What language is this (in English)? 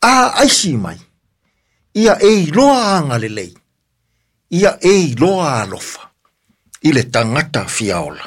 Samoan